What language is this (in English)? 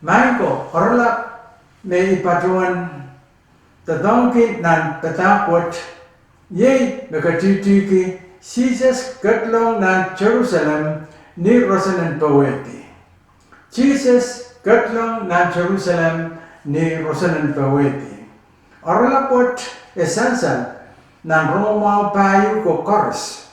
Pohnpeian